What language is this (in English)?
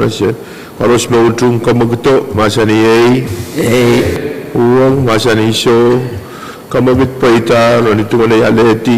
Pohnpeian